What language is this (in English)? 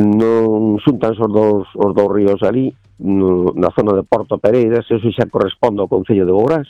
Galician